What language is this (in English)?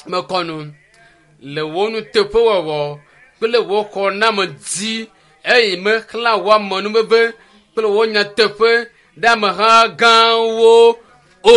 Ewe